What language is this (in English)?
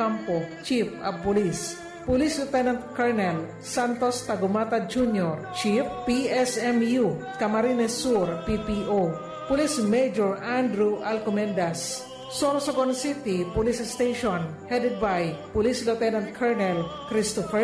Bikol